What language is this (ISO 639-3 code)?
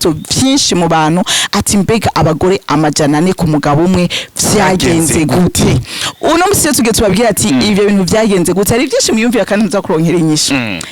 run